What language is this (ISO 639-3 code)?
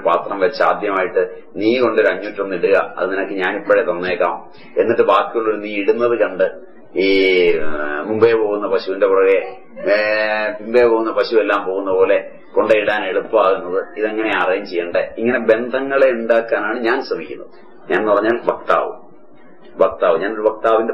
mal